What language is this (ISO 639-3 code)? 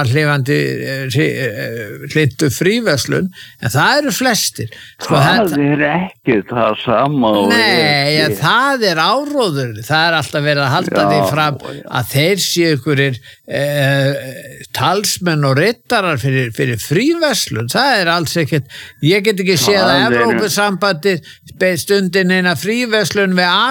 isl